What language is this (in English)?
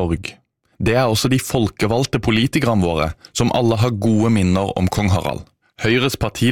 Norwegian